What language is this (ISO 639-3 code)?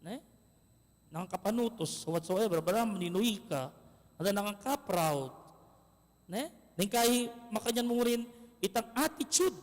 pam